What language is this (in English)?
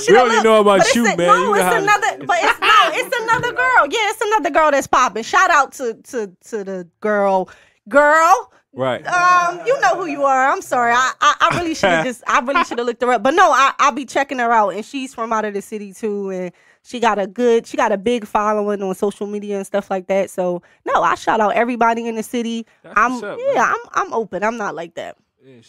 English